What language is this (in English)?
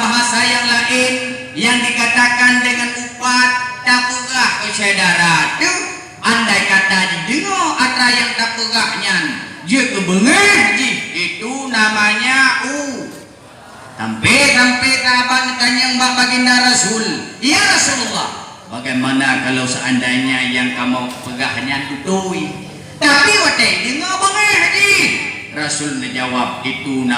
Achinese